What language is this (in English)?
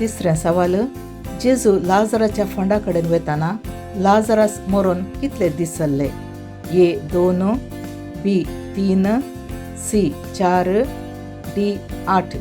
Konkani